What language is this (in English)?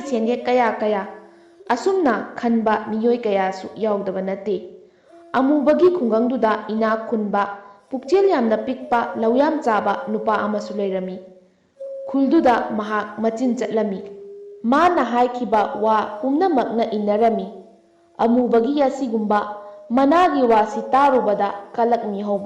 Manipuri